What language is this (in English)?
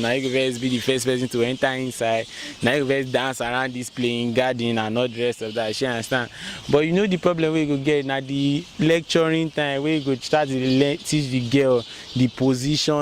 Nigerian Pidgin